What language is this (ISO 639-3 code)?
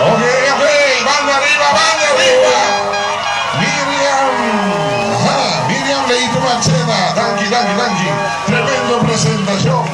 pap